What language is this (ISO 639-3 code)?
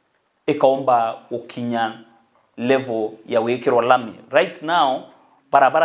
mer